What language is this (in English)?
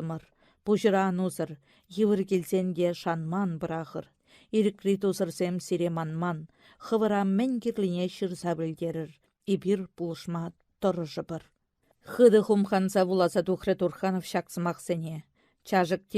Chuvash